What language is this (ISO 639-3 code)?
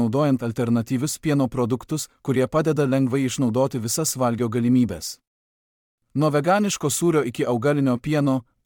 lit